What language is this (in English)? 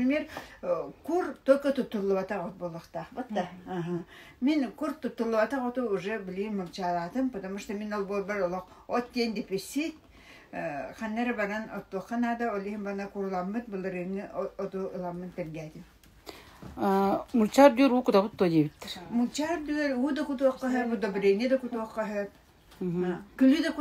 Yakut